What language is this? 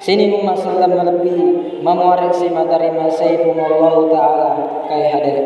Buginese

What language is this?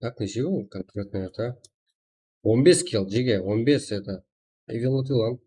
Kara-Kalpak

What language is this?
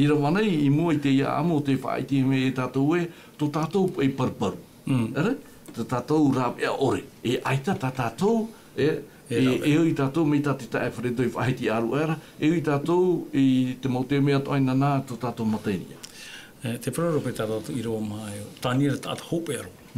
Tahitian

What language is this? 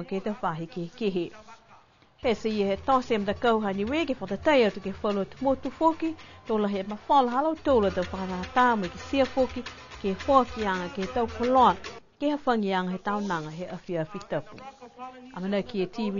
Niuean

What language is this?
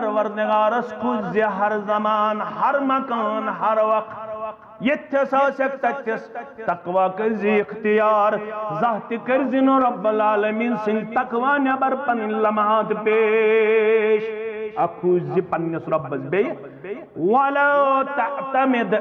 Kashmiri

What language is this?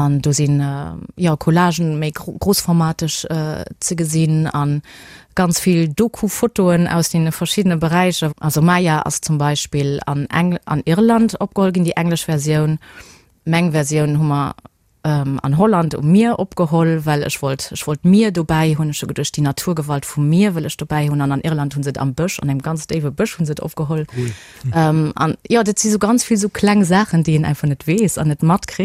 Luxembourgish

